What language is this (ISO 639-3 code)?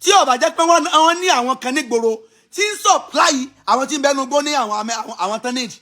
yor